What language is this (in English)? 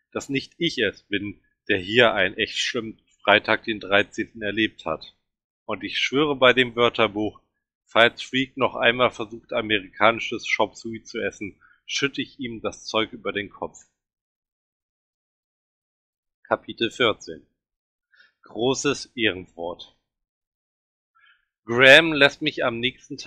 German